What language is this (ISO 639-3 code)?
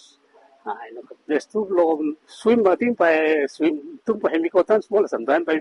bis